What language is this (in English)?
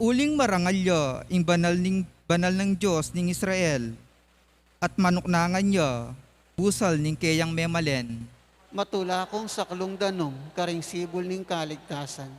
Pampanga